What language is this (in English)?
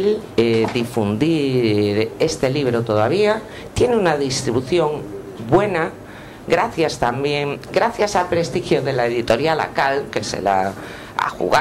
Spanish